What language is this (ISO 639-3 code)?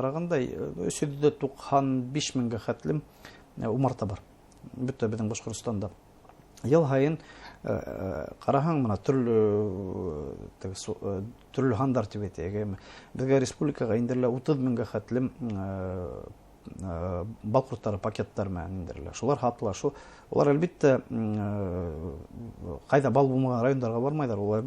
bak